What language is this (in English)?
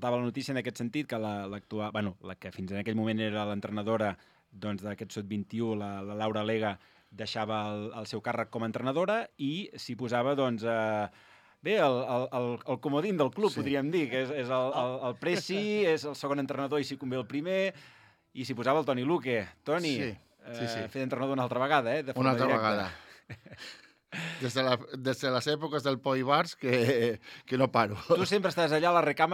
Catalan